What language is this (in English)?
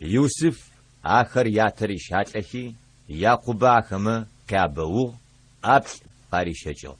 Adyghe